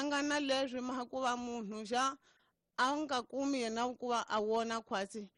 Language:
Tsonga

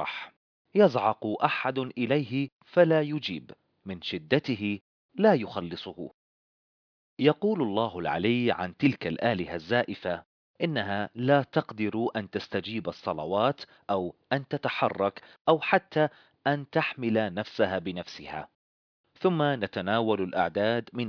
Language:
Arabic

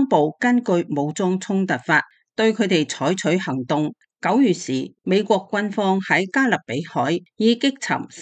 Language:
Cantonese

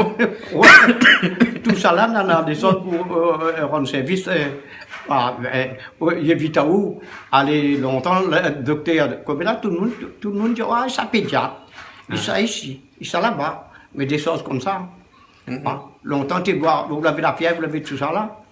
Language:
Réunion Creole French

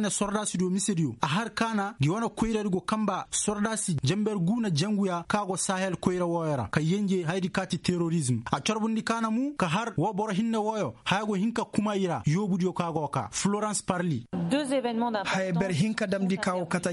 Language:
Koyraboro Senni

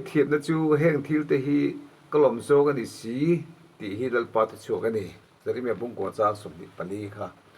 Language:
Mizo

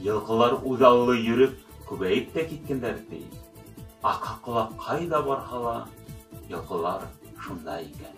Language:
Bashkir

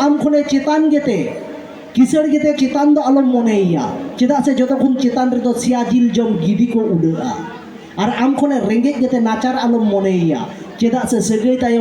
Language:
Santali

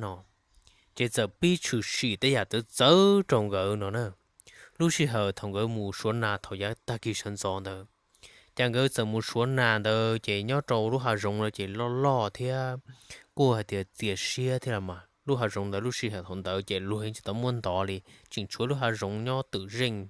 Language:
Hmong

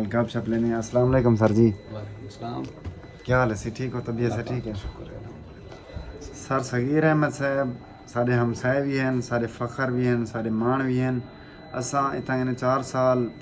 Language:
Saraiki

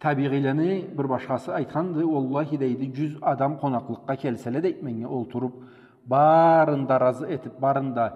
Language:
Karachay-Balkar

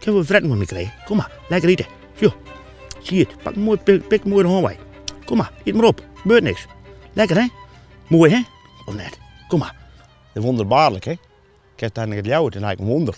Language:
Western Frisian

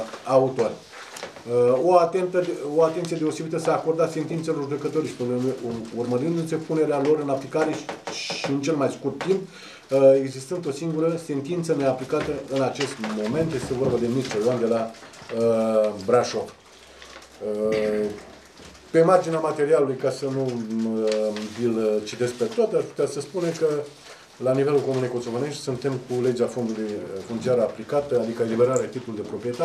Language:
Romanian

